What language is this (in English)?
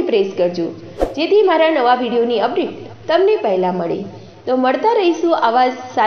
Gujarati